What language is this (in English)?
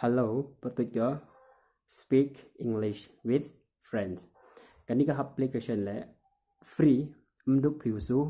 Pnar